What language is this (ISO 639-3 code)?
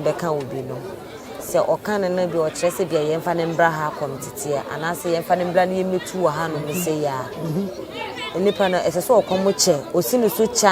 aka